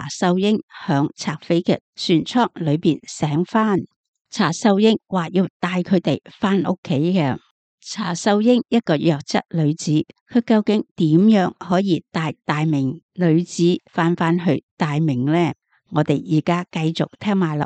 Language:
Cantonese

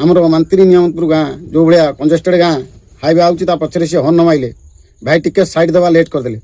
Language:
Odia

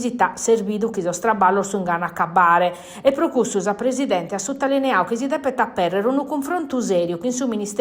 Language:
Sardinian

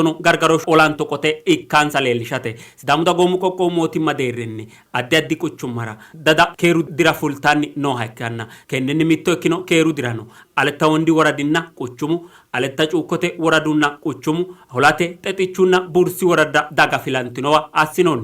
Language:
Sidamo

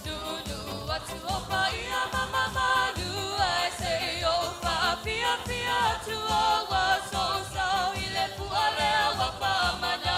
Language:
Samoan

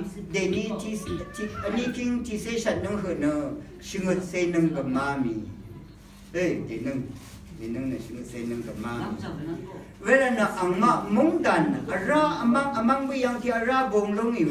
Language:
Rawang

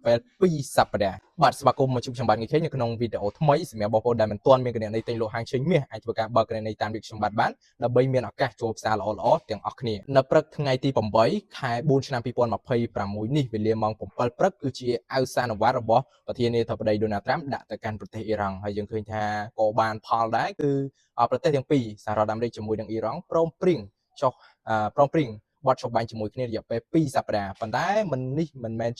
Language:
Khmer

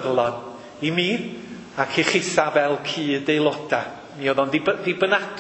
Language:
Welsh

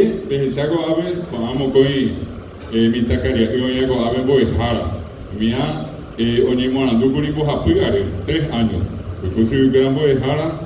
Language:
Guarani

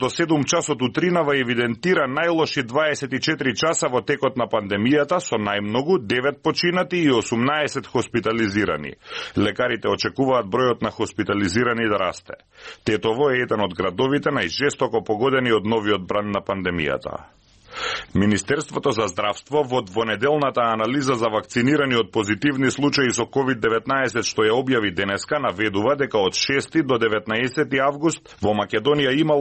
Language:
Macedonian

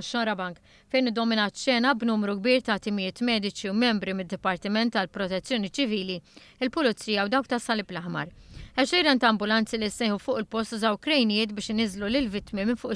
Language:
Maltese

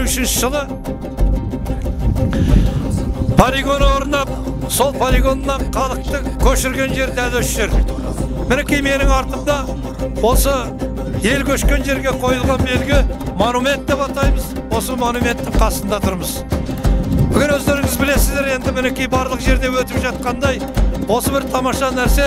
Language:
Kazakh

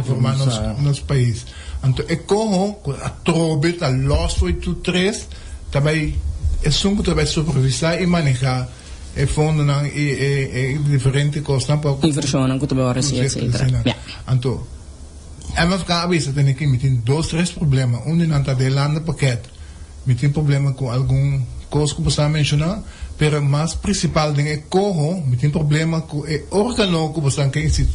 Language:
Papiamento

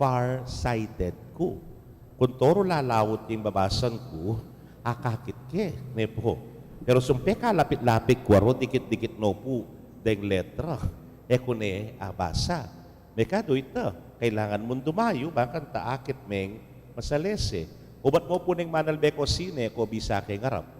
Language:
Pampanga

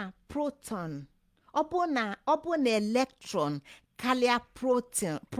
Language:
Igbo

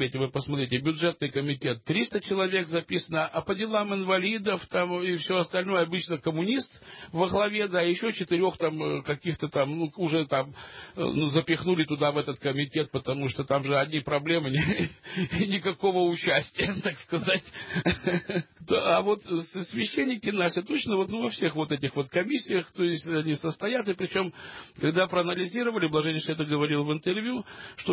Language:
Russian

